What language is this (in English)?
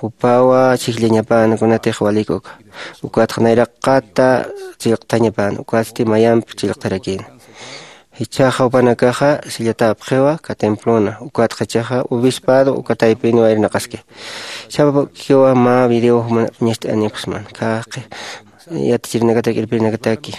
Aymara